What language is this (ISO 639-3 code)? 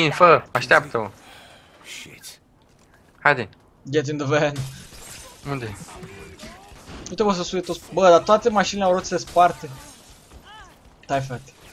ron